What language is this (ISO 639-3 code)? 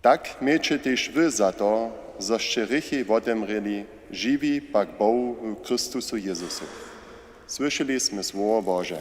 hsb